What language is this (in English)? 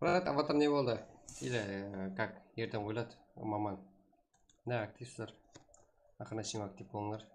Kara-Kalpak